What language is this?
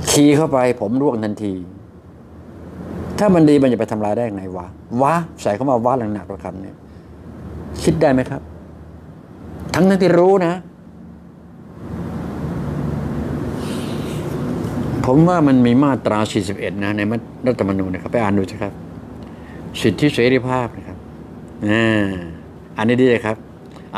Thai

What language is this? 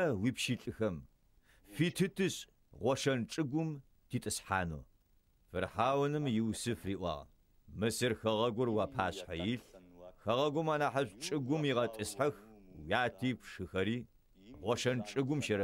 Adyghe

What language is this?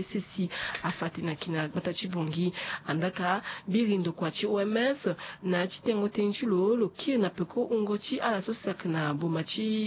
Sango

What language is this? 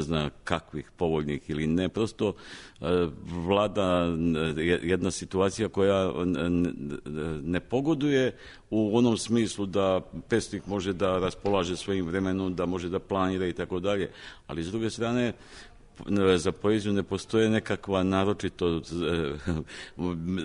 Serbian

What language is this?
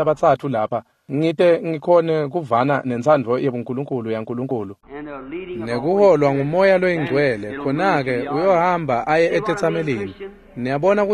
Swati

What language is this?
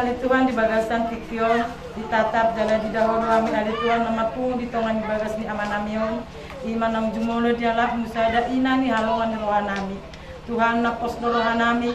Batak Toba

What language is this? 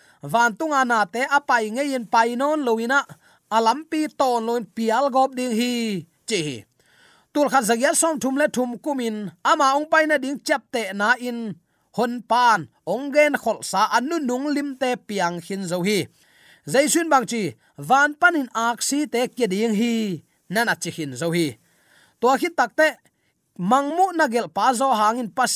Tedim Chin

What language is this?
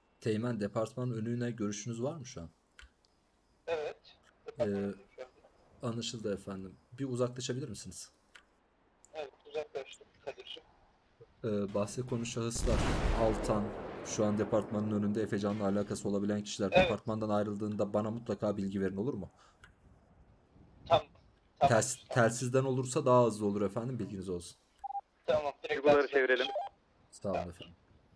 Turkish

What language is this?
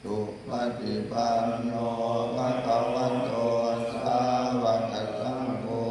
Pali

